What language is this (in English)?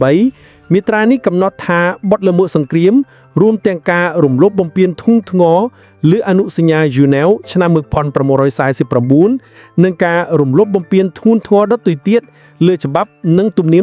Khmer